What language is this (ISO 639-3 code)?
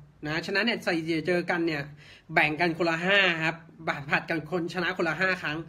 tha